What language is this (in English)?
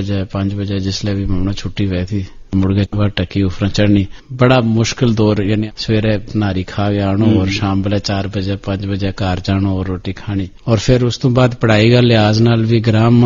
Gujari